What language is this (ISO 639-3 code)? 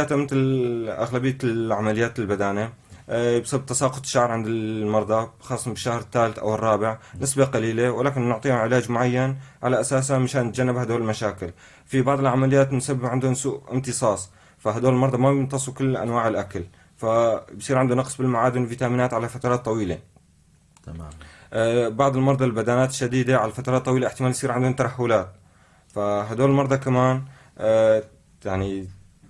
apc